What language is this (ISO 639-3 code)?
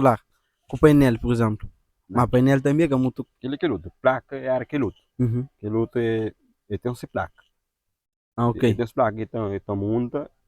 kea